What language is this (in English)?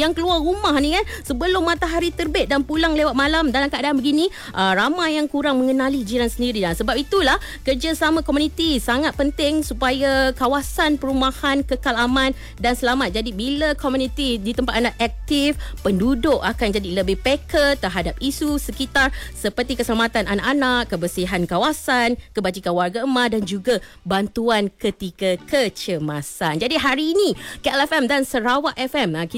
Malay